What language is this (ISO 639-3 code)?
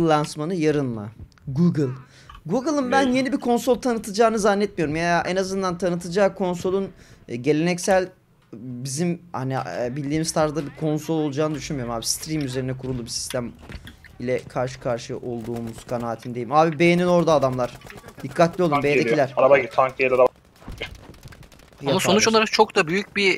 tur